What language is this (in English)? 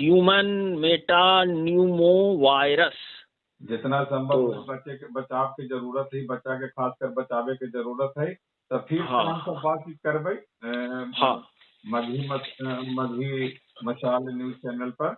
Magahi